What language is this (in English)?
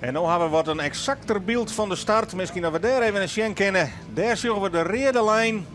Western Frisian